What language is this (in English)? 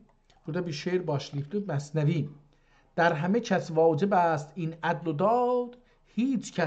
South Azerbaijani